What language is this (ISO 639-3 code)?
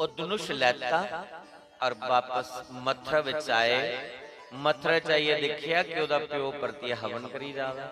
doi